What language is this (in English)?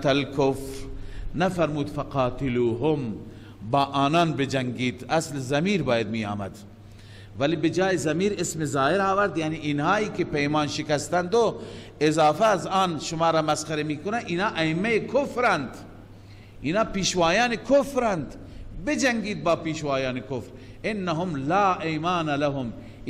Persian